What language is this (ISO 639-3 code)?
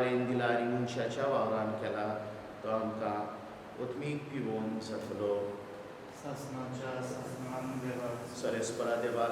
kok